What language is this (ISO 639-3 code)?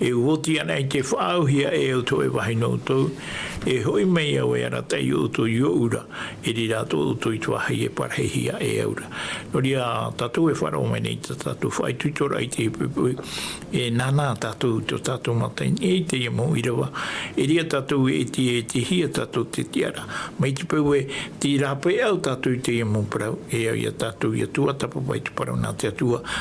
tah